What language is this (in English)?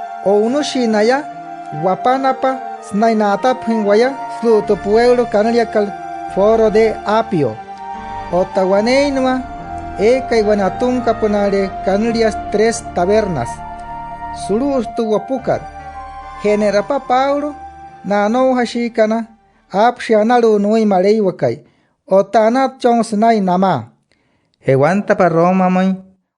Wayuu